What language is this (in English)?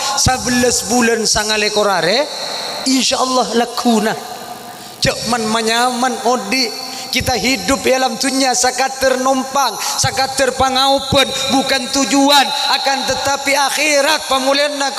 Madurese